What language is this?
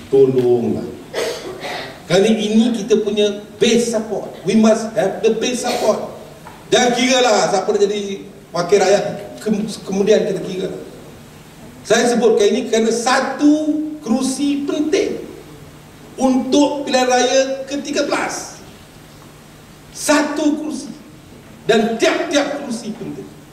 Malay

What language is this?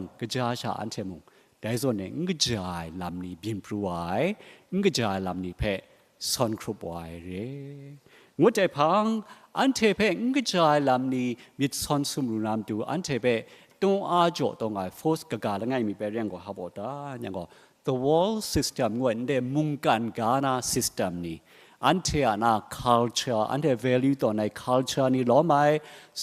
Kachin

